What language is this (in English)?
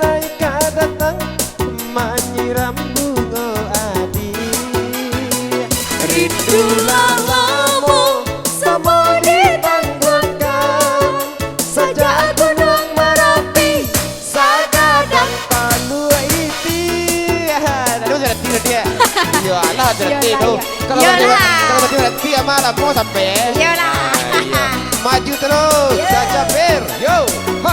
Minangkabau